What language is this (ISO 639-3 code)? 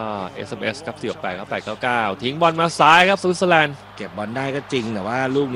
tha